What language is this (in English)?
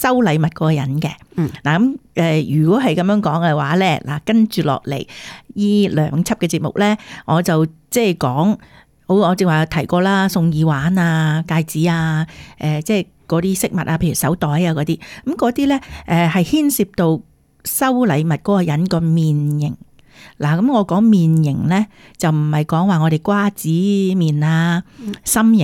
Cantonese